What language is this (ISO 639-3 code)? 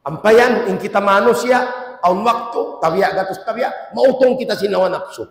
tsg